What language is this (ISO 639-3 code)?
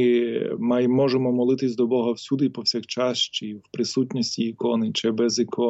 ukr